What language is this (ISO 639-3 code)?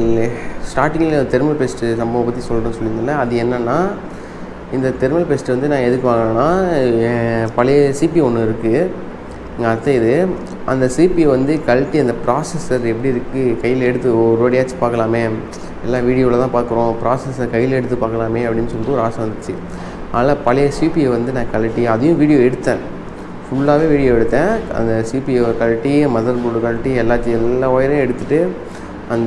tam